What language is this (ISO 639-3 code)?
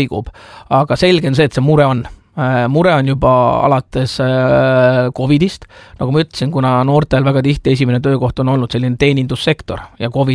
est